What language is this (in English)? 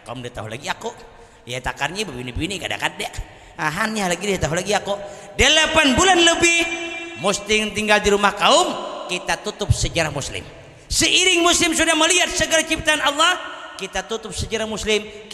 Banjar